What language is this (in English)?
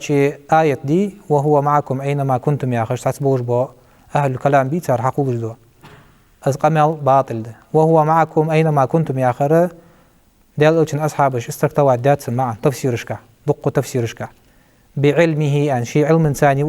Ingush